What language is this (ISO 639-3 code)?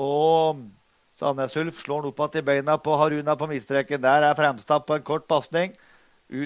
nor